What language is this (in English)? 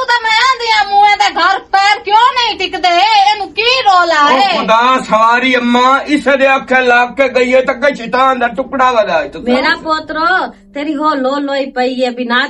Western Panjabi